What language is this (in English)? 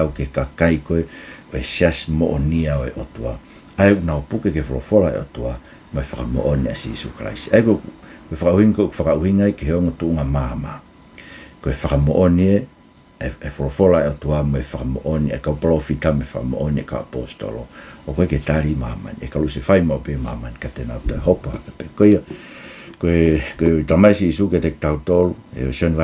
Tongan